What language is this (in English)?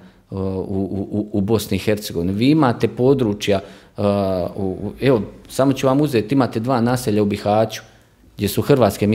Croatian